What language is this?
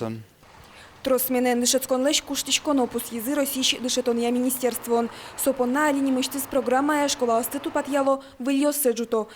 Udmurt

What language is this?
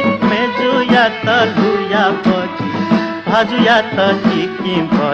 Newari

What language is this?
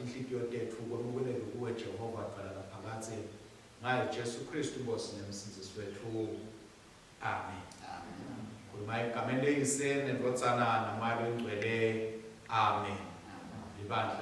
Swati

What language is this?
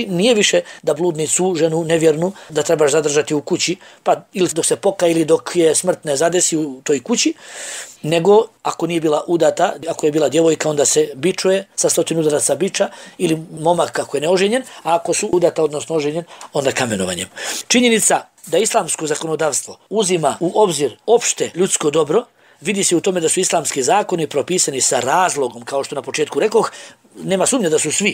Bosnian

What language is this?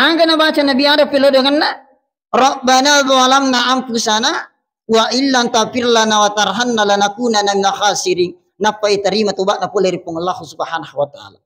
Buginese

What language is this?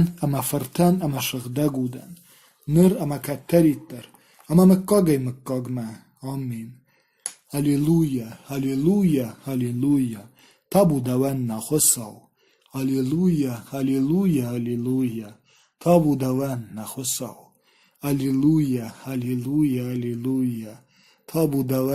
Ossetic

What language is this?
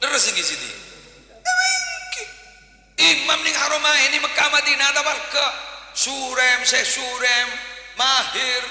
Madurese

